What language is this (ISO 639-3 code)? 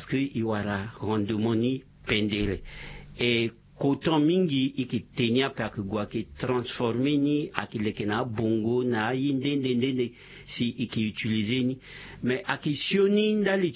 sag